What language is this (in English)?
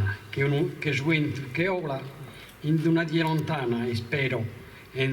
Sardinian